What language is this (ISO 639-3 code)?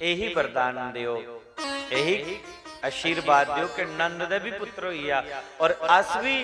doi